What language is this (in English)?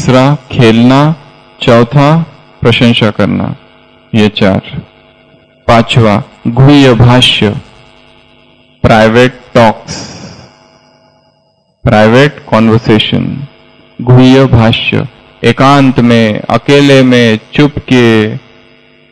Hindi